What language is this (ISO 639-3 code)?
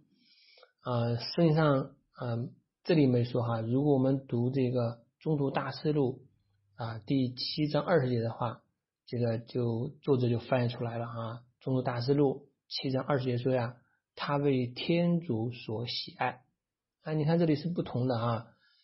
zho